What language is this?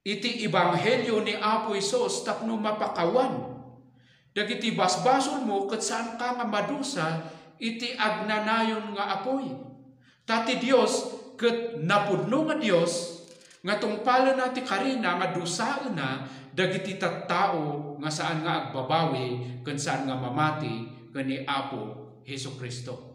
Iloko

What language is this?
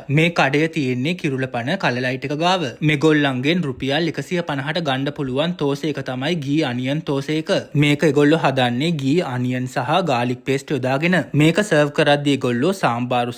Sinhala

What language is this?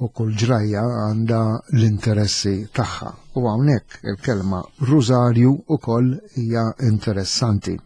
Maltese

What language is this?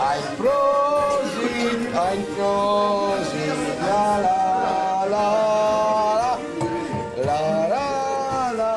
Silesian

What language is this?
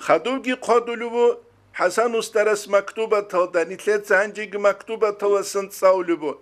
Avaric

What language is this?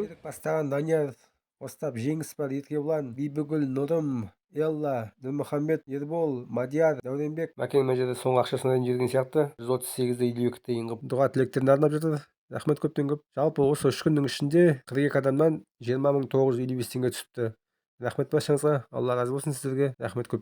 Kazakh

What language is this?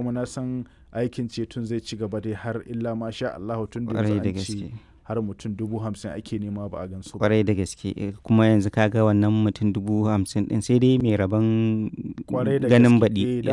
Hausa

